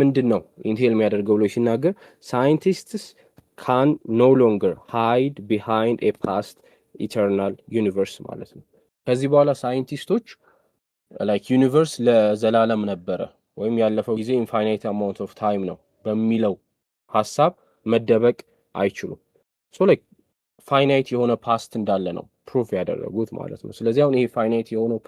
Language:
Amharic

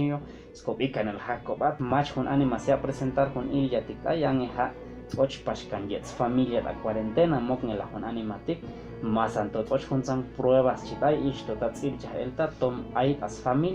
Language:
Chuj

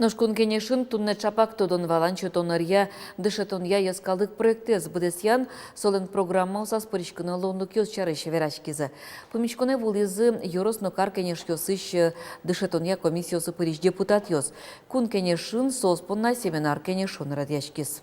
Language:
Udmurt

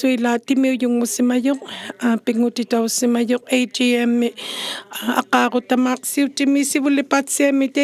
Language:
Inuktitut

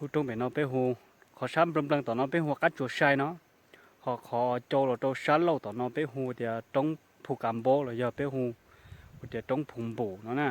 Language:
Hmong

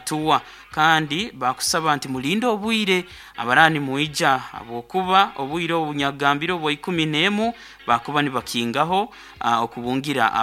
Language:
Nyankole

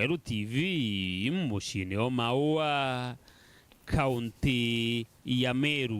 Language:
Meru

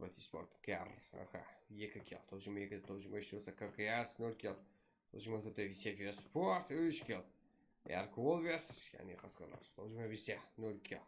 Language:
Kara-Kalpak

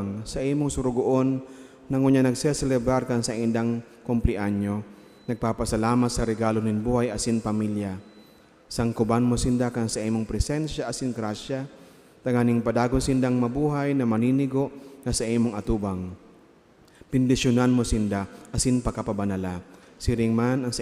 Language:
Bikol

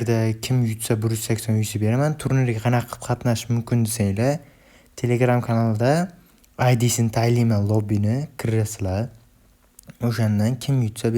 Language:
Uzbek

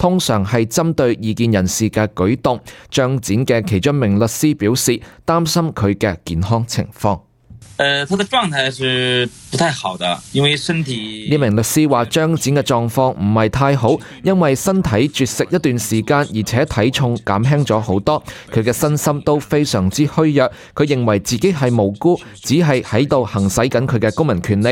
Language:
Cantonese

